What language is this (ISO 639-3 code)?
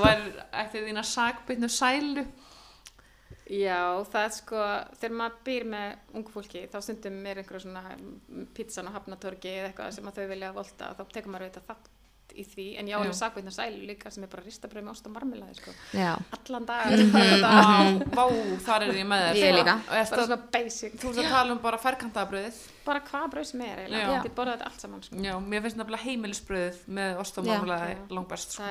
isl